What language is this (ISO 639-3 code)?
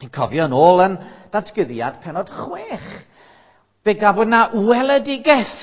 cym